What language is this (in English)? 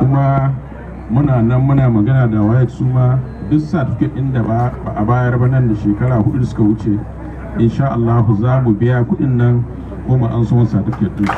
Hausa